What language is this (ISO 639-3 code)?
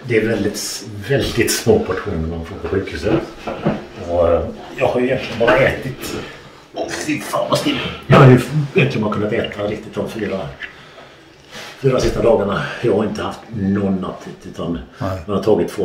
swe